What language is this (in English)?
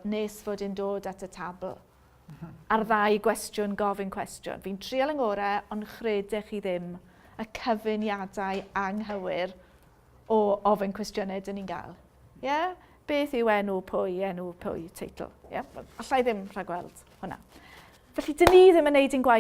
Welsh